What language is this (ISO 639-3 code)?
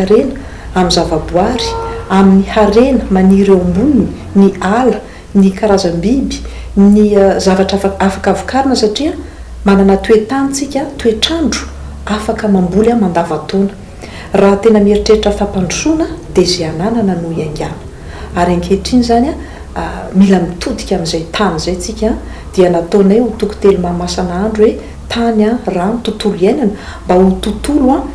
mlg